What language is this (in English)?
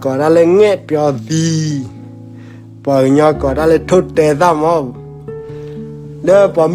S'gaw Karen